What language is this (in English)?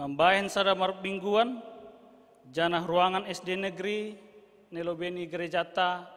Batak Simalungun